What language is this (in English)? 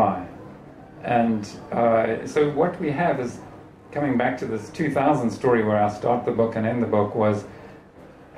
English